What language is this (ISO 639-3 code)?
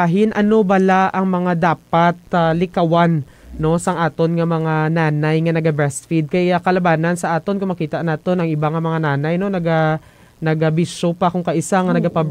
hil